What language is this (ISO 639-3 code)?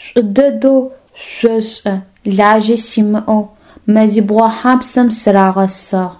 ady